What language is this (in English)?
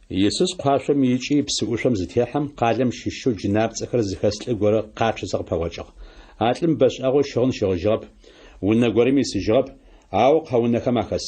Adyghe